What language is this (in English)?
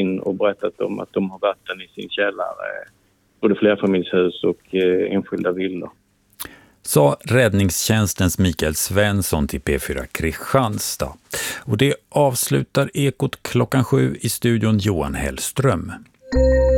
Swedish